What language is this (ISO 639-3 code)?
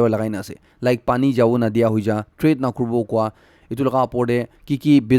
nag